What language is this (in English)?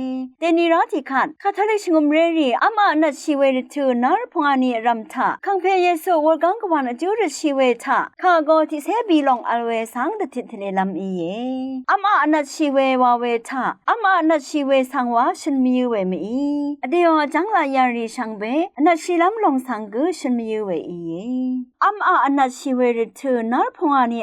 Rawang